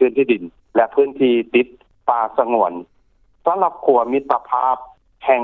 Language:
Lao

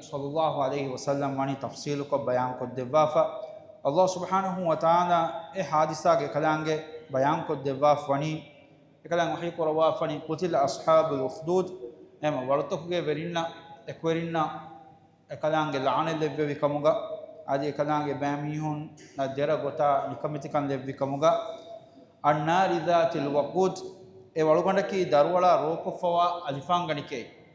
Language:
Divehi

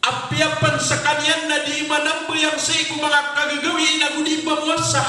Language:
Maranao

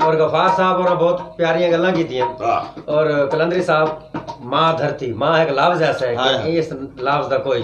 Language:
Saraiki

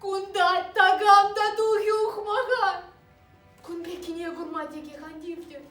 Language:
Chuvash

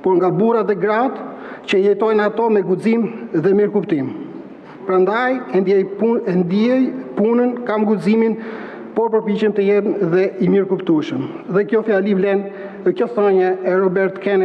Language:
Albanian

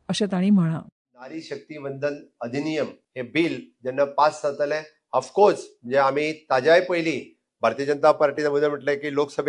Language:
Konkani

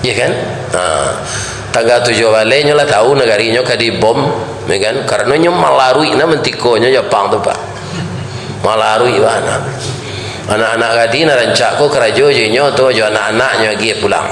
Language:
Minangkabau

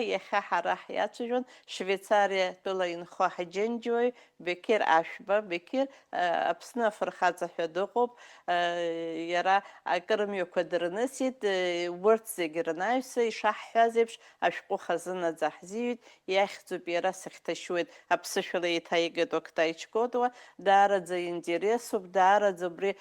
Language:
Abkhazian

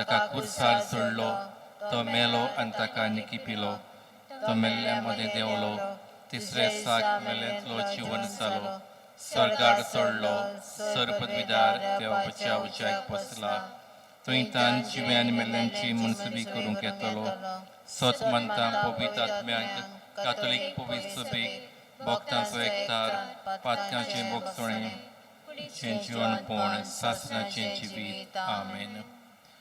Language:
Konkani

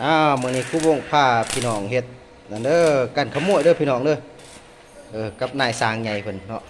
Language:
Lao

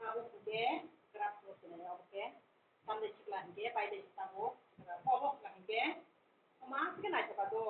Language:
Kok Borok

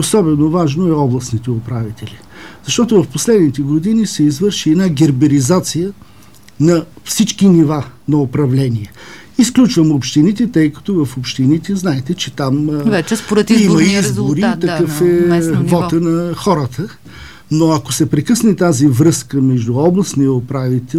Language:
Bulgarian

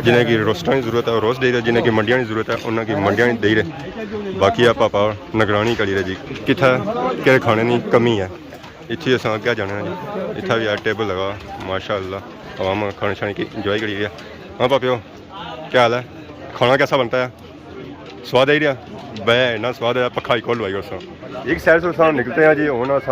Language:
Pahari-Potwari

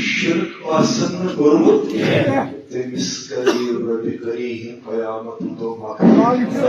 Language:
Kashmiri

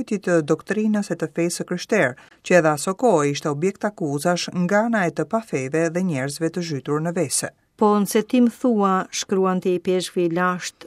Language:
Albanian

